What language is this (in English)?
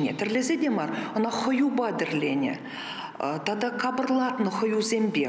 Chuvash